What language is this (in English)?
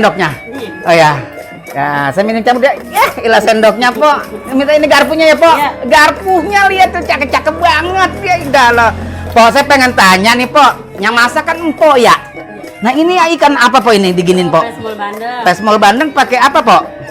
Betawi